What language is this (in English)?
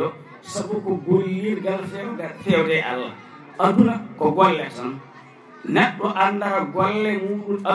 Fula